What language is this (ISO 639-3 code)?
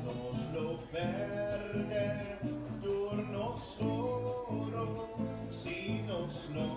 pap